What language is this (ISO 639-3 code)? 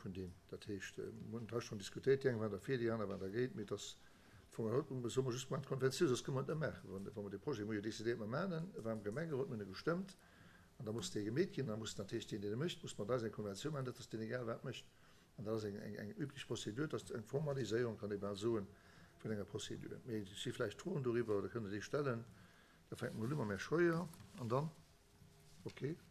ltz